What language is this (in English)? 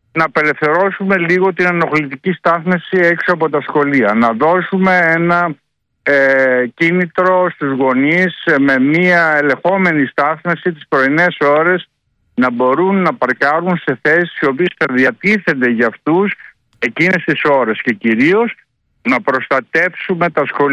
Greek